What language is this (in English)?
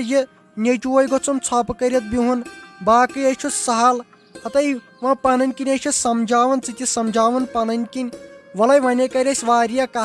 Kashmiri